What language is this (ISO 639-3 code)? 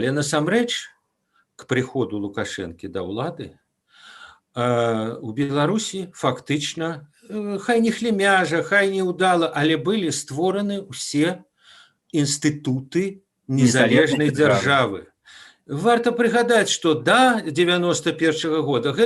bel